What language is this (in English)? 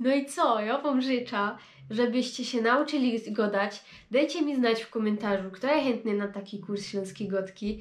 Silesian